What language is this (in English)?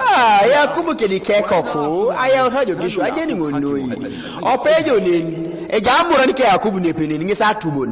Teso